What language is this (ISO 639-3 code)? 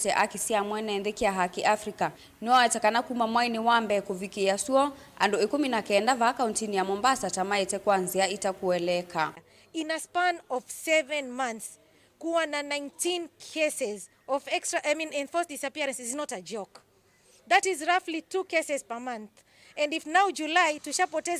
kam